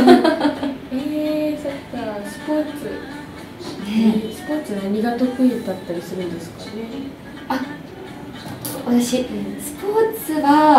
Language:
Japanese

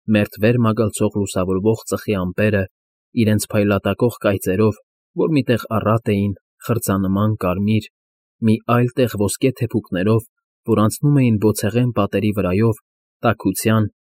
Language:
Armenian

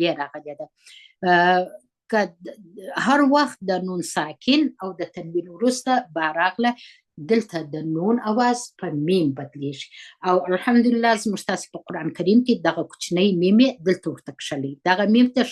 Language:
Pashto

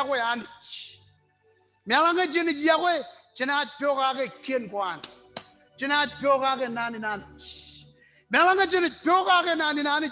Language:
Marshallese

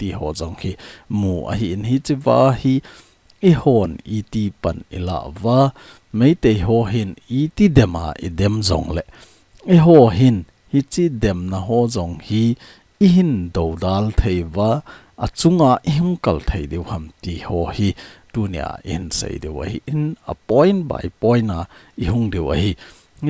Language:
Thado Chin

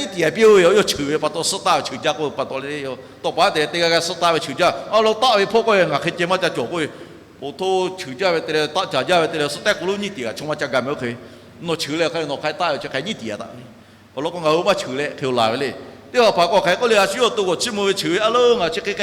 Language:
Lahu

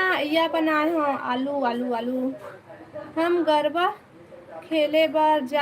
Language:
Chhattisgarhi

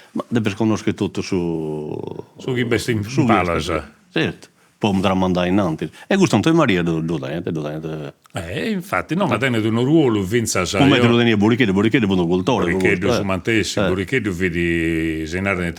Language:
Sardinian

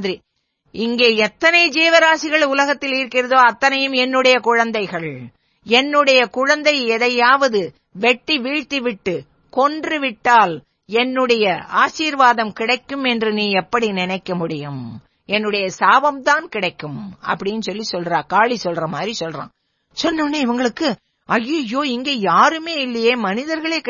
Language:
Tamil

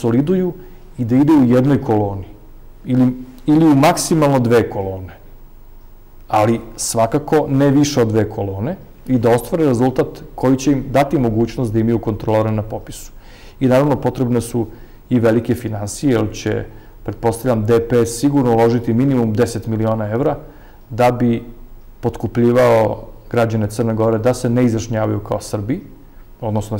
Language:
Serbian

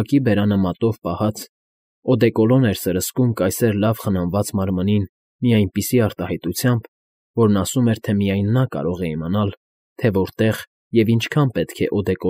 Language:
Armenian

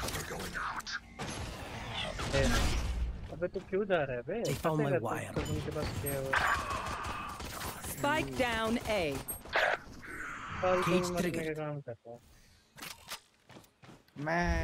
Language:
Hindi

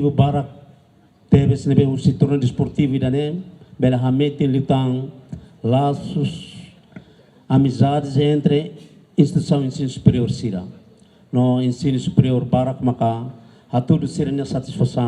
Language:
Tetum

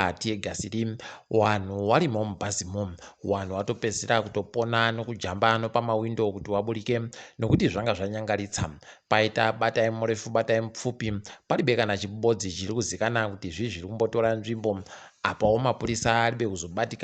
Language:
Ndau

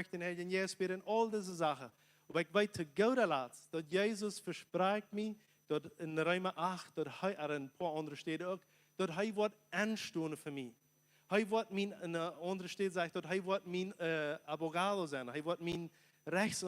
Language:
Plautdietsch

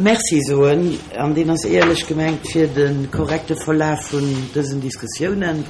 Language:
Luxembourgish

